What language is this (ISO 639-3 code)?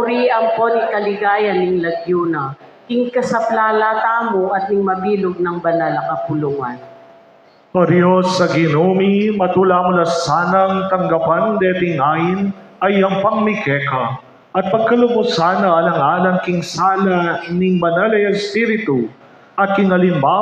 pam